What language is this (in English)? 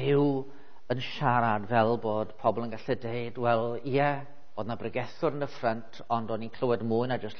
Welsh